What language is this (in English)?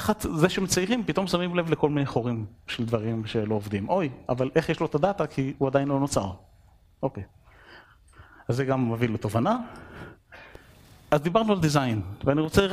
Hebrew